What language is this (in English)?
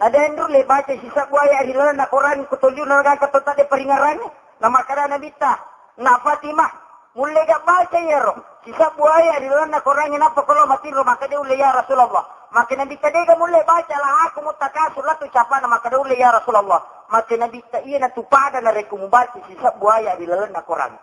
Buginese